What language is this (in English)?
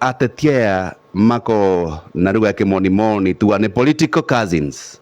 Kikuyu